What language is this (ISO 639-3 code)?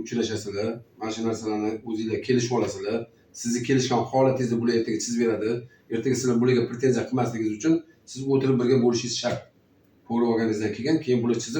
uzb